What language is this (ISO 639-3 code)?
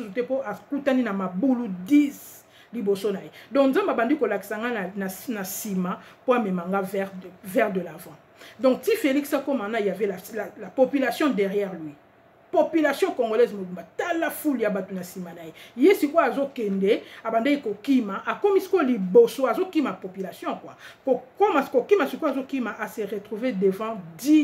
lin